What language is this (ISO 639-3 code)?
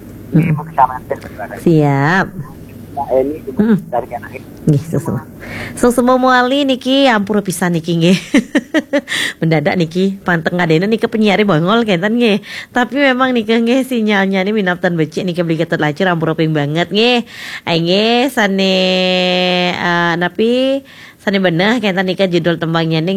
ban